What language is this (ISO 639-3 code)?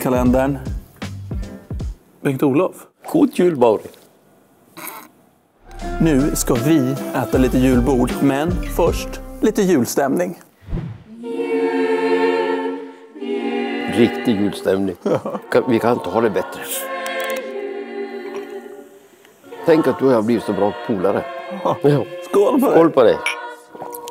swe